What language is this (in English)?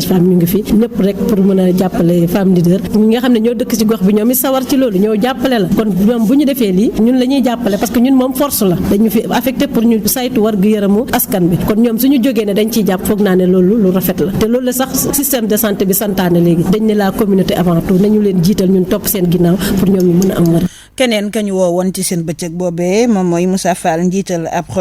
Wolof